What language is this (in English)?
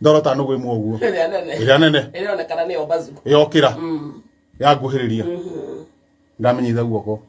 Kikuyu